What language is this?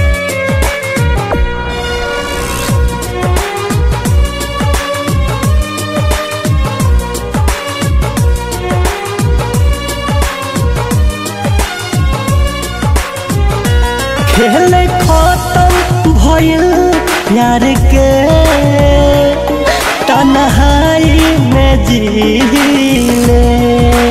Bhojpuri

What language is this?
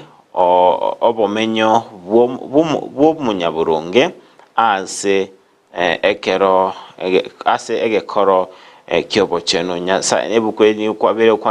Gusii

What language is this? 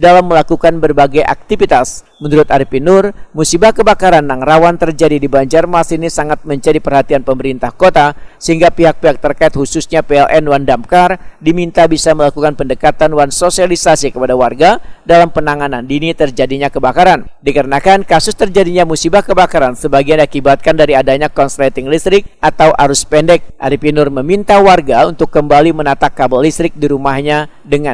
Banjar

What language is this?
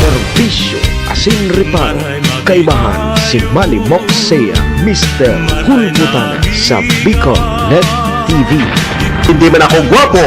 Bikol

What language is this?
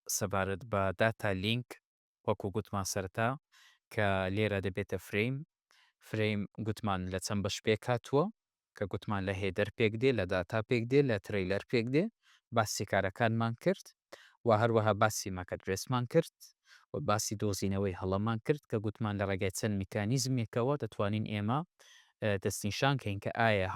Central Kurdish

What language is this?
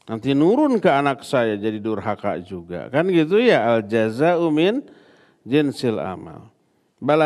Indonesian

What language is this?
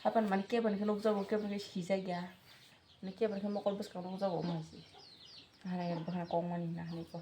Kok Borok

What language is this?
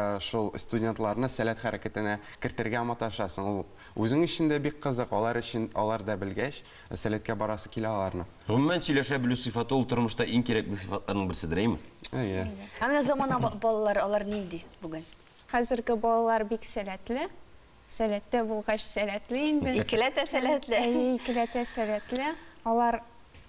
Tatar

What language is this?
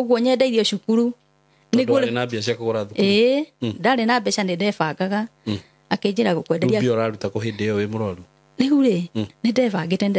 Kikuyu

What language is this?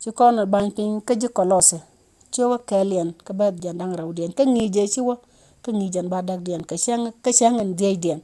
Nuer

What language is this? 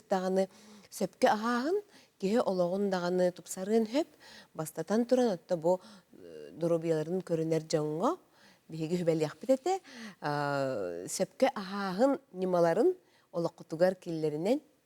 Yakut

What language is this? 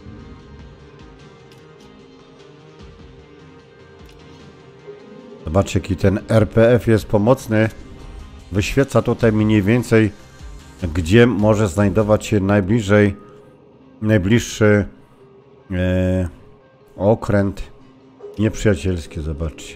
Polish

